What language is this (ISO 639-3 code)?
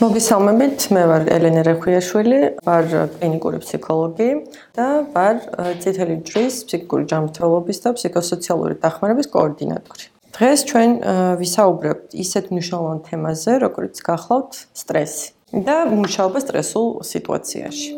kat